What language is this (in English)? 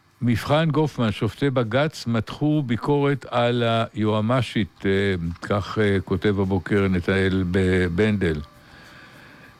Hebrew